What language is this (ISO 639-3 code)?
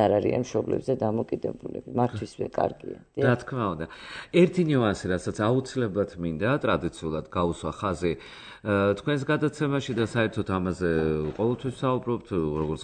kat